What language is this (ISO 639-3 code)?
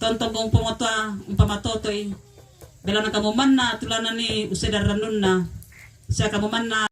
sda